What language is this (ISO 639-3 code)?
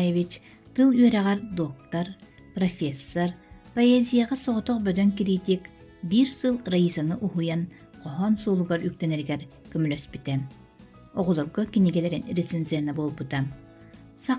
sah